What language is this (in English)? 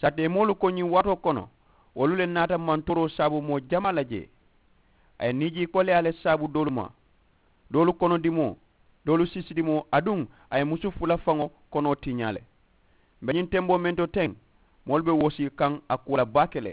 Mandingo